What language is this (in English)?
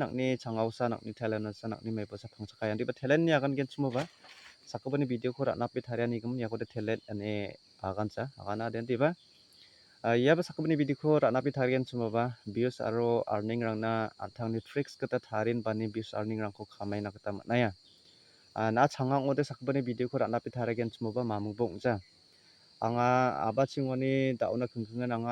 Garo